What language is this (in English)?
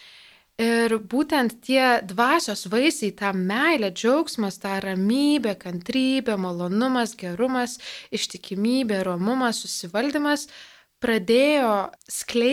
Lithuanian